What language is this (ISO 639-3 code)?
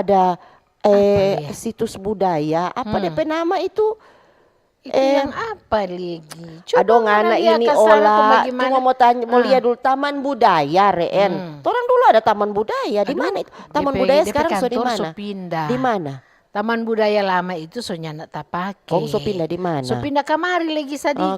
xmm